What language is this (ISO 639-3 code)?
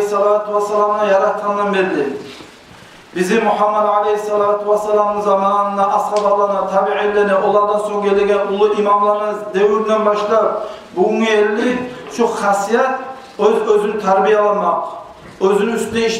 kum